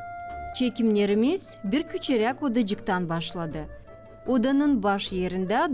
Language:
Gagauz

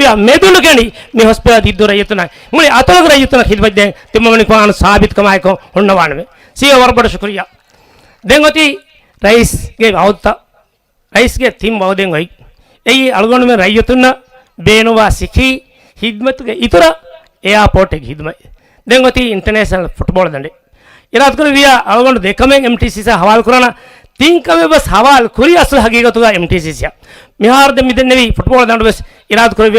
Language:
Divehi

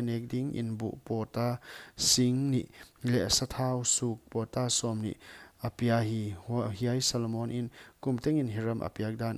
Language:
Paite Chin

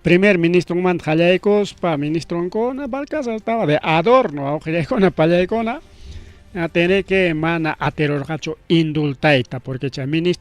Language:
Ayacucho Quechua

